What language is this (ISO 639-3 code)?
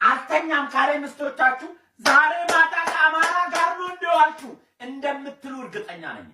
amh